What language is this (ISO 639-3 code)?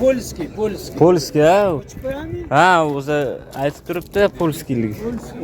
uzb